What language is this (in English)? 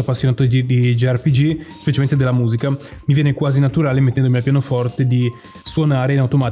Italian